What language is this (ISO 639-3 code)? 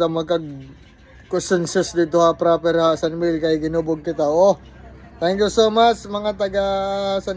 war